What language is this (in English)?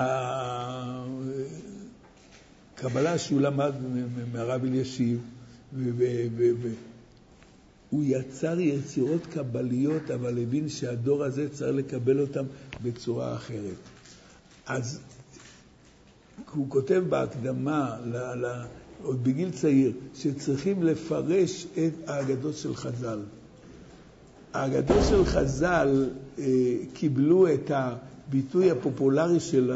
Hebrew